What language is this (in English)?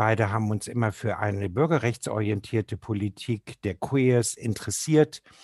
German